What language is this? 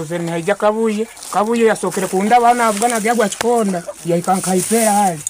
Nyoro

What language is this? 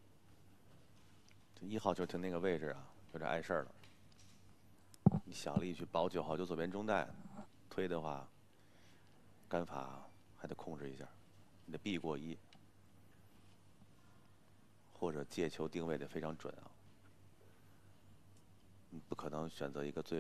Chinese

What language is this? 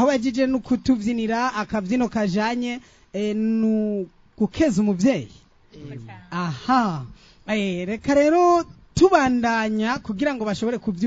Rundi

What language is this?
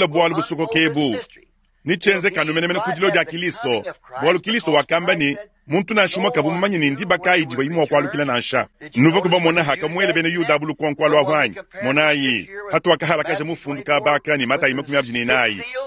Luba-Lulua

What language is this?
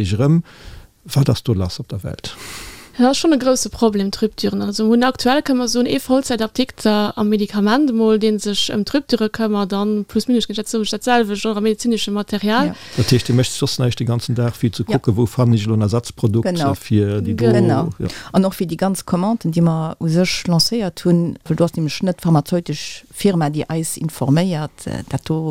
Luxembourgish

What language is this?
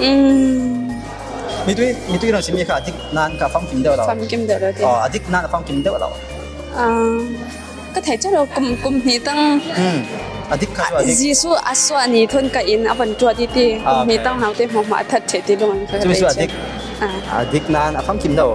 Falam Chin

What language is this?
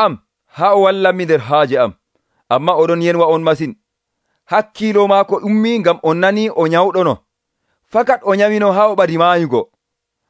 Nigerian Fulfulde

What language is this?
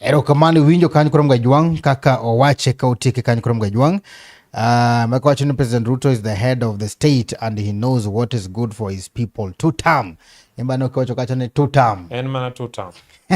Luo (Kenya and Tanzania)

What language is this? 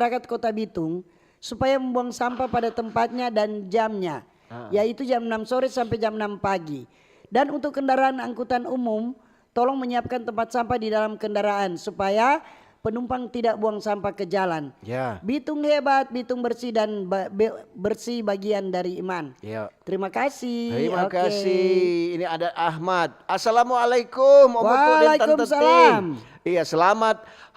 Manado Malay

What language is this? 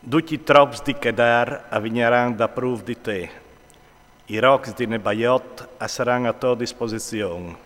Friulian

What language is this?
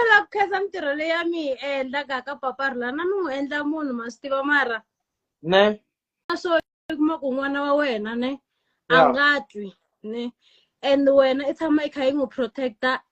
Tsonga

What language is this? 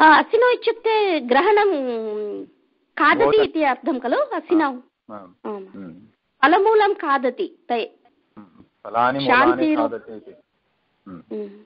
Sanskrit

